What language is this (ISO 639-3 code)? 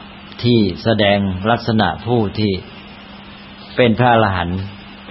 tha